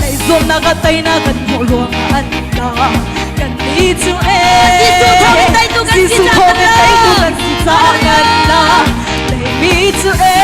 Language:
Hakha Chin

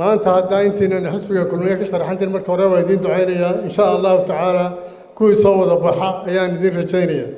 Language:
Somali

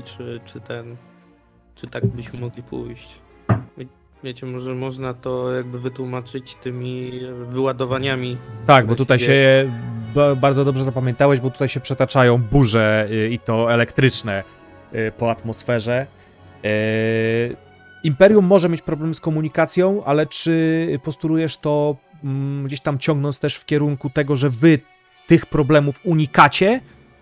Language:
Polish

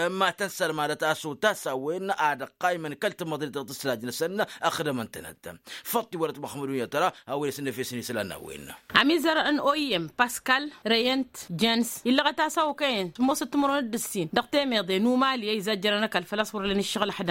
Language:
Tamasheq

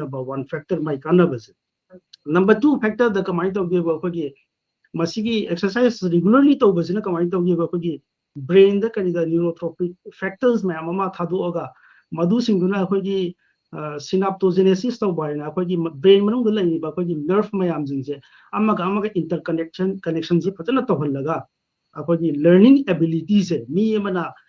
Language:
Manipuri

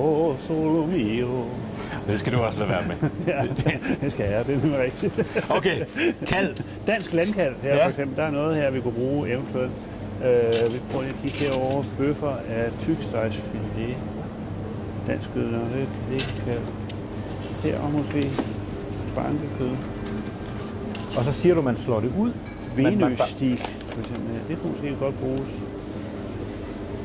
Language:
Danish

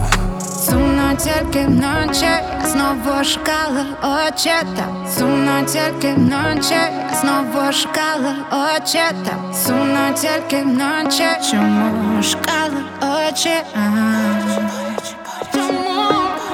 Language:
Ukrainian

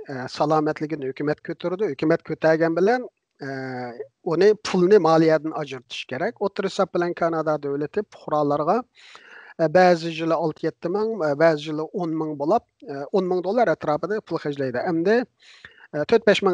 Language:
Uyghur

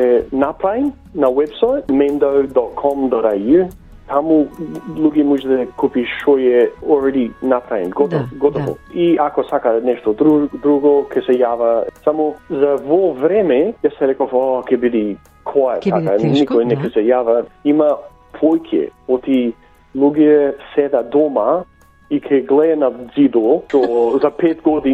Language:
Macedonian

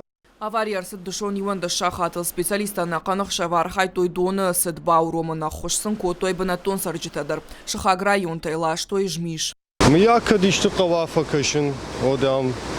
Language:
Ossetic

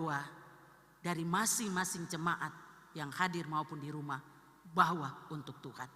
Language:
Ambonese Malay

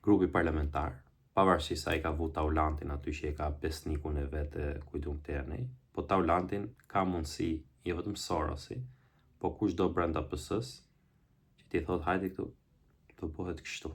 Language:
Albanian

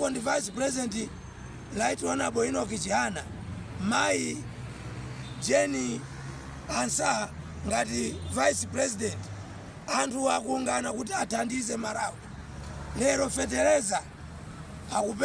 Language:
Nyanja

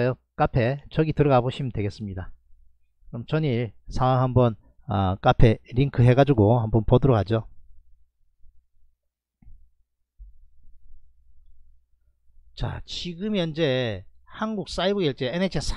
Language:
Korean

